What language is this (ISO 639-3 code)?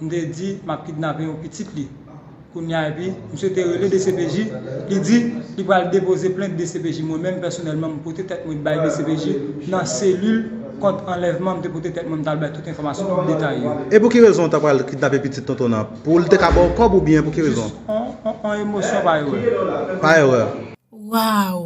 hat